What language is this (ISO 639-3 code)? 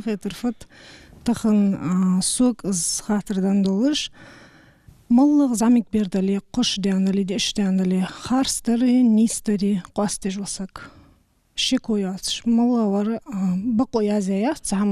inh